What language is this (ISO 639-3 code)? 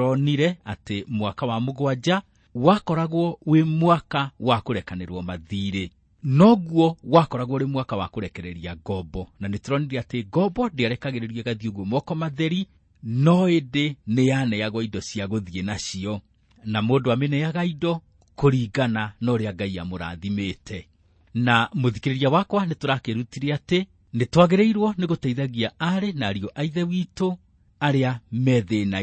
kik